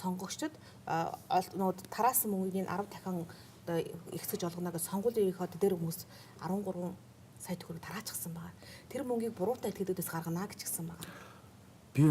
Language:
Mongolian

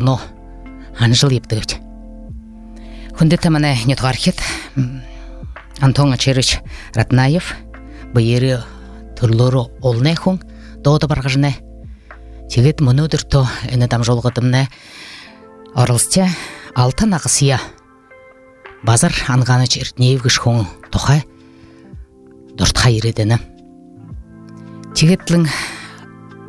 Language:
Buriat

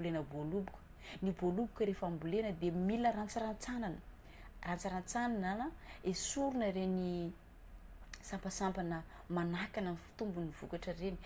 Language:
Malagasy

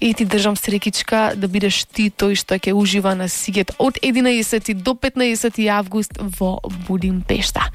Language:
Macedonian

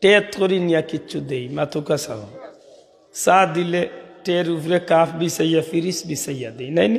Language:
Sylheti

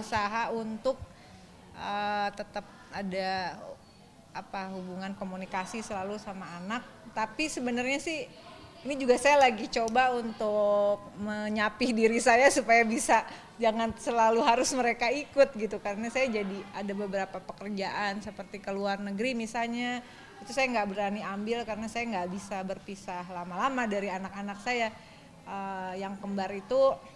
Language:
Indonesian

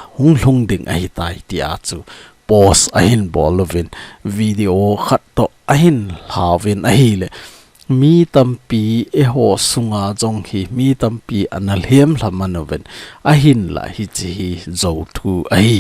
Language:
Thado Chin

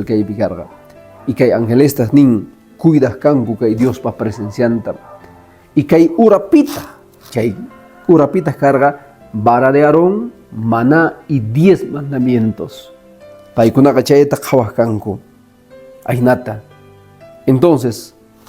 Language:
Quechua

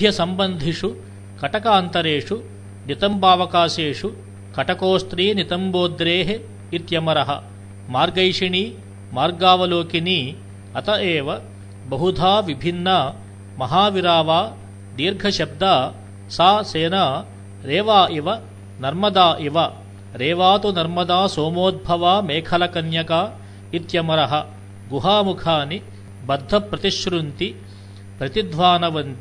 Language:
Sanskrit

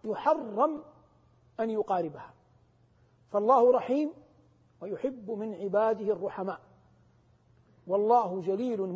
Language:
Arabic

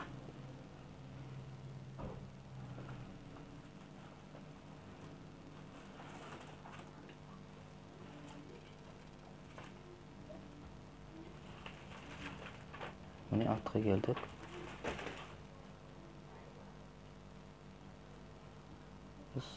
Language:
Kazakh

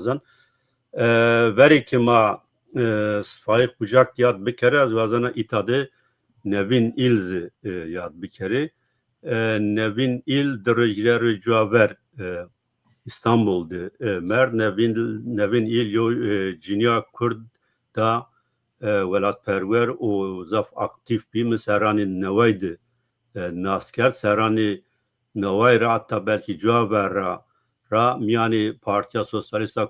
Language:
Zaza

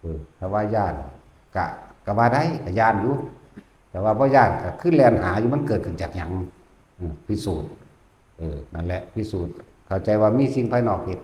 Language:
Lao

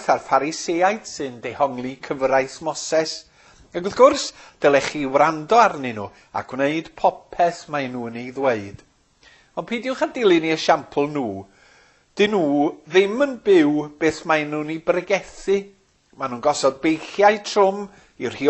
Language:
Welsh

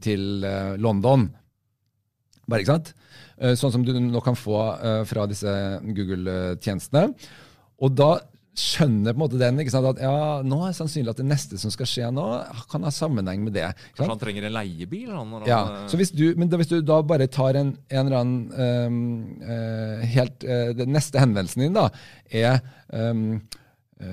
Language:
Norwegian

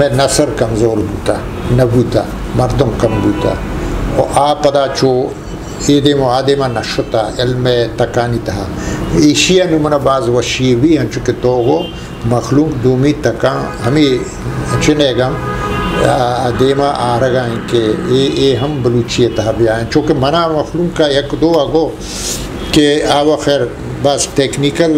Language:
Eastern Balochi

